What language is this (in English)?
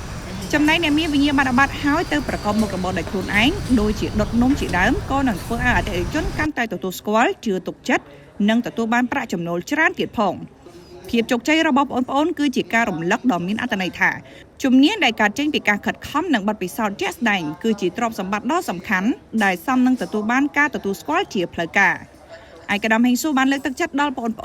Khmer